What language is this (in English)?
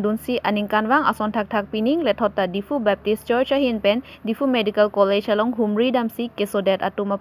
Karbi